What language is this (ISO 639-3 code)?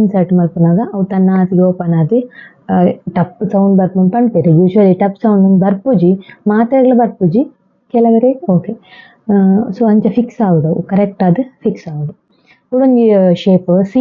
tcy